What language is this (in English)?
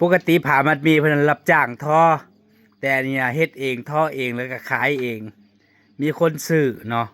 Northeastern Thai